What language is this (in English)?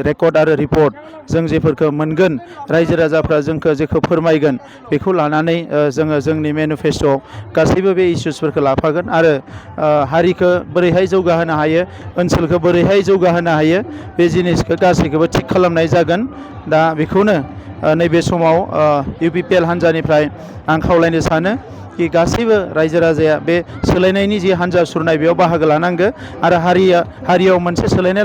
Bodo